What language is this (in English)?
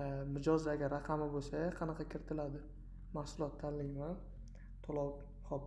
Uzbek